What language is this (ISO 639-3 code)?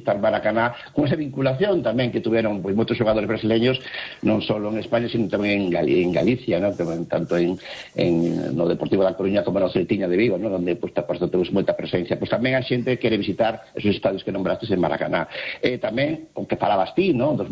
glg